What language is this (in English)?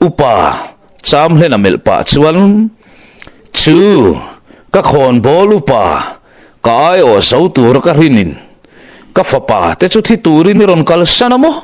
Mizo